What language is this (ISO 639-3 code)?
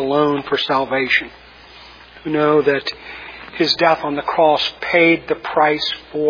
eng